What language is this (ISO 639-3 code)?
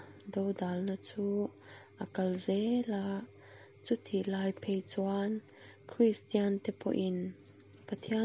lus